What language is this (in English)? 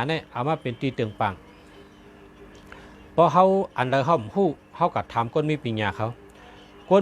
Shan